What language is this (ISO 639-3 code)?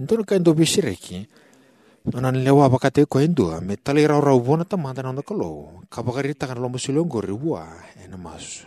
fij